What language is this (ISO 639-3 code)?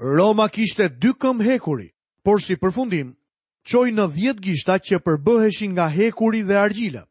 sqi